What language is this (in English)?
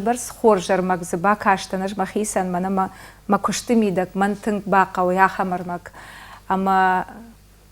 Ossetic